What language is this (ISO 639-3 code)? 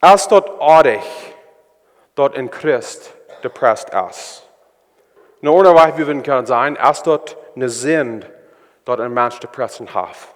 pdt